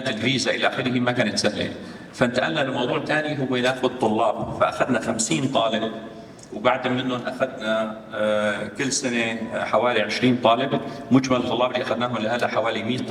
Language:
North Levantine Arabic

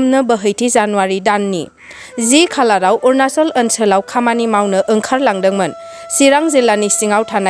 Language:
Bodo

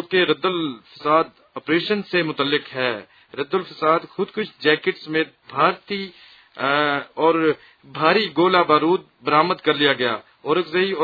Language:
Urdu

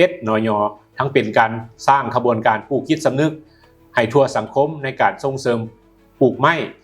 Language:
Lao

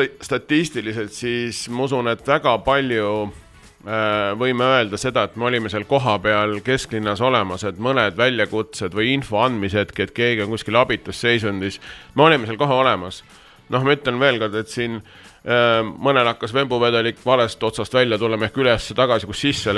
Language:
Estonian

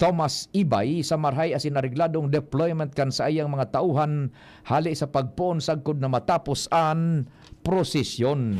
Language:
Bikol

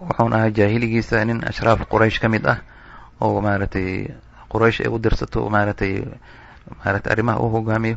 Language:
Somali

